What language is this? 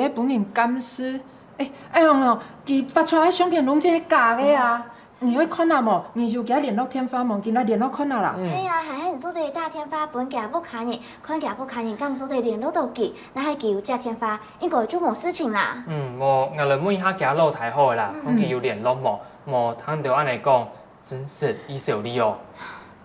Hakka Chinese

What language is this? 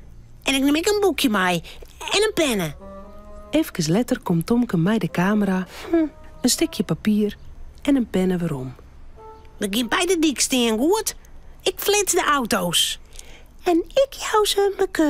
Western Frisian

